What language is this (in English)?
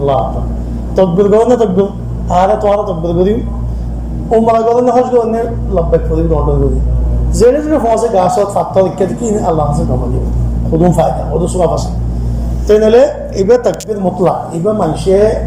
Rohingya